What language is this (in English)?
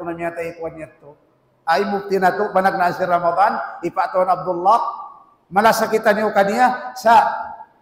Tausug